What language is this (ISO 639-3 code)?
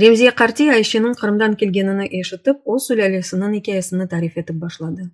crh